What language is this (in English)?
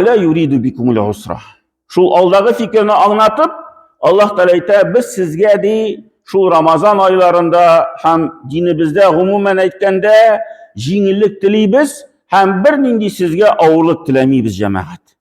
Tatar